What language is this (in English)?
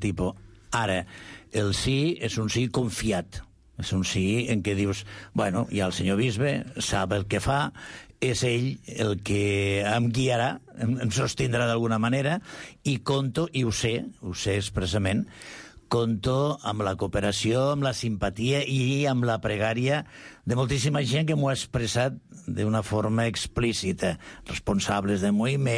Catalan